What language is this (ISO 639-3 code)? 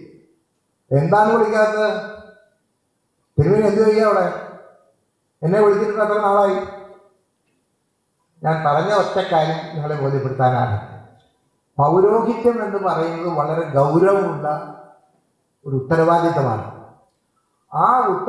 mal